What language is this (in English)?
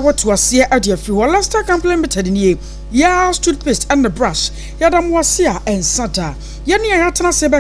Akan